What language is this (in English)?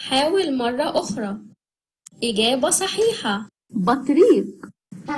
Arabic